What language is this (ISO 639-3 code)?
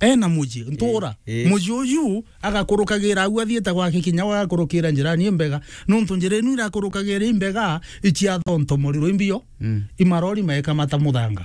mer